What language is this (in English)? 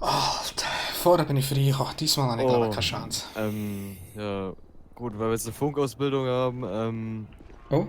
Swiss German